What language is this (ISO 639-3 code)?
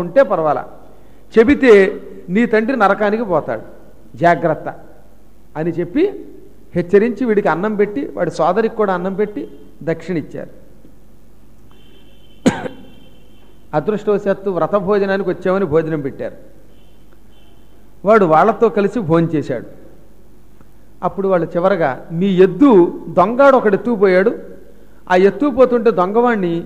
tel